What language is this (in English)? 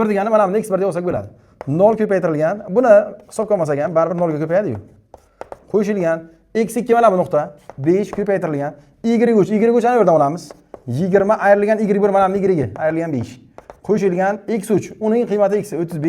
Uzbek